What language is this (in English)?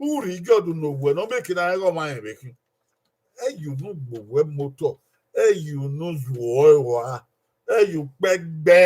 Bini